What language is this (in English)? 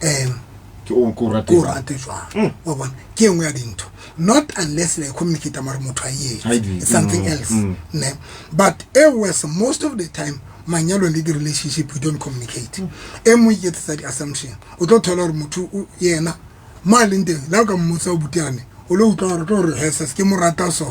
Southern Sotho